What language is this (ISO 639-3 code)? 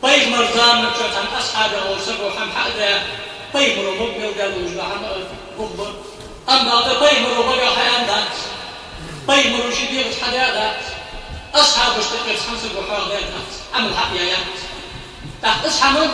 inh